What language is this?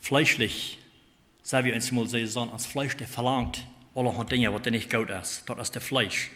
Plautdietsch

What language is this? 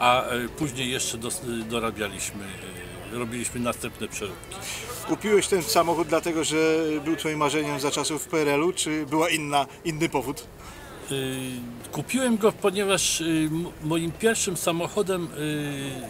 Polish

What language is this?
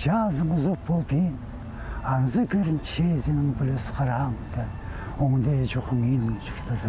Khakas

